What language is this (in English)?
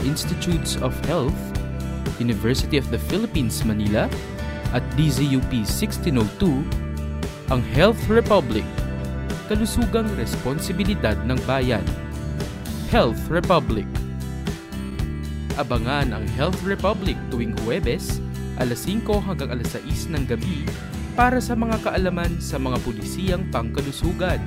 Filipino